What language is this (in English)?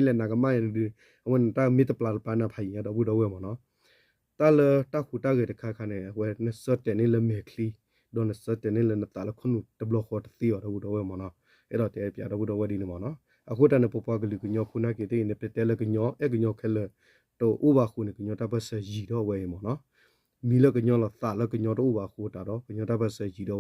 S'gaw Karen